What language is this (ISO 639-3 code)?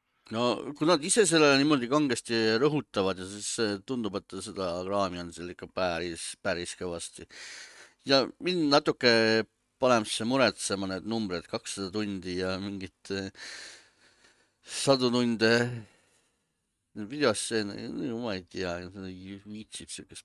est